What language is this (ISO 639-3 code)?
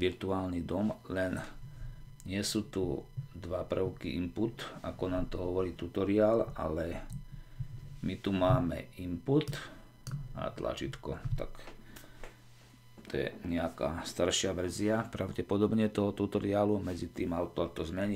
slk